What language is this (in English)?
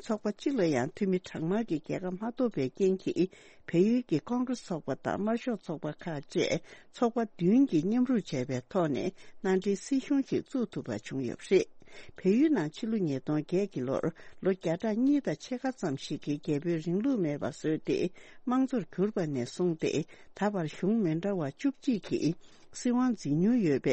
Tibetan